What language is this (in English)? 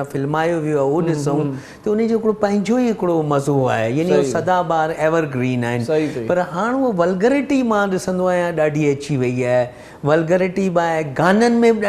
Sindhi